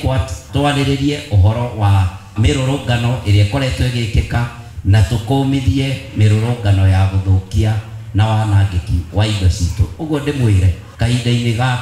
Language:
Kikuyu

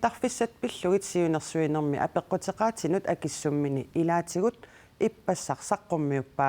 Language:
Kalaallisut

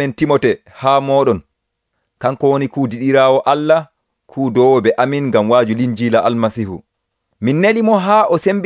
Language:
Nigerian Fulfulde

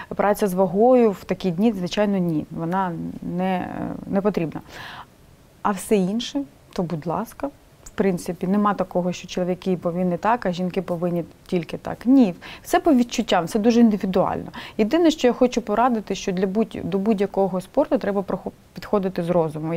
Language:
Ukrainian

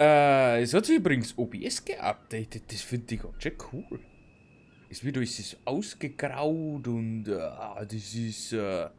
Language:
Bavarian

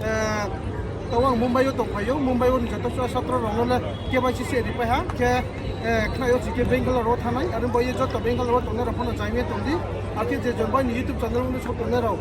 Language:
Riang (India)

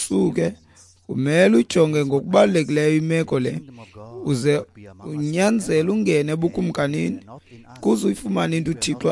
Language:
Xhosa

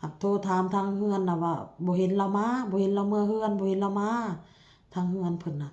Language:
Northeastern Thai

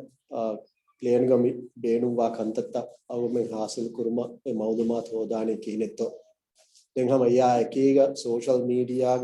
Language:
Divehi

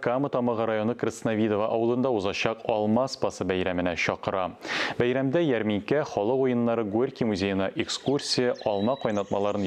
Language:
Tatar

